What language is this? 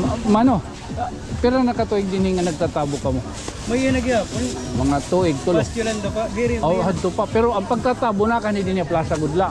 Waray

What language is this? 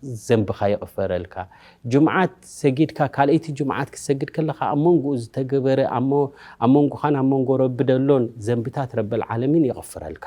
Tigrinya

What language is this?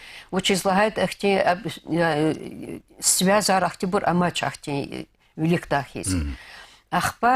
Lezghian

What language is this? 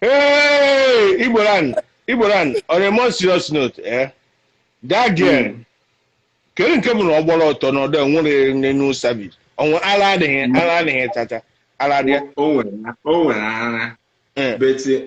Igbo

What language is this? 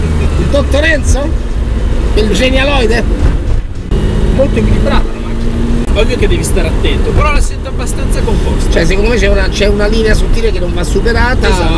Italian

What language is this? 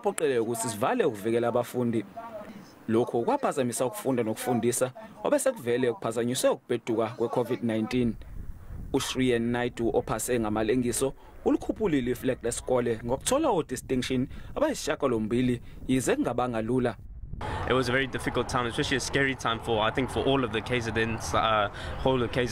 Zulu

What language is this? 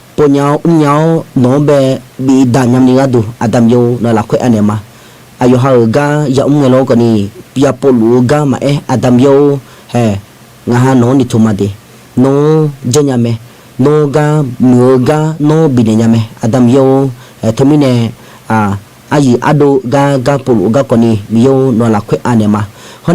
Akha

